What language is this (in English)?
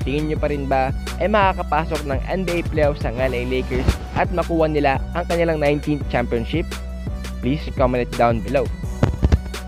Filipino